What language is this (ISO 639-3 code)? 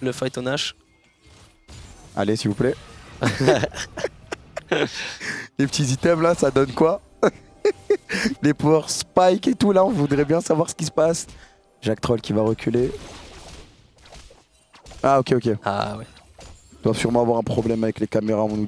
fra